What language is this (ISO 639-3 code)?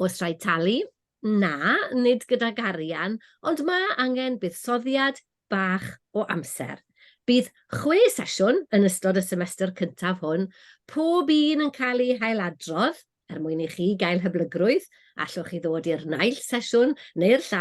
cym